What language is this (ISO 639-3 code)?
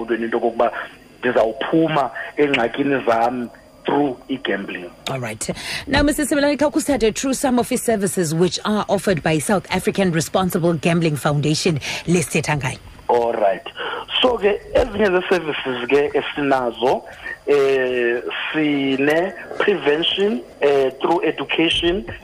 xho